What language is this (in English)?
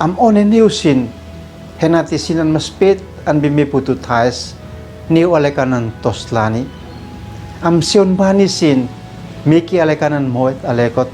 Uab Meto